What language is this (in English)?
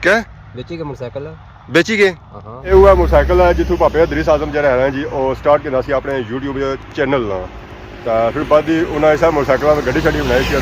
Pahari-Potwari